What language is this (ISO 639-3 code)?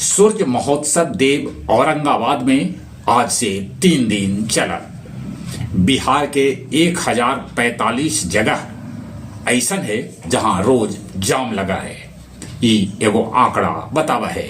mag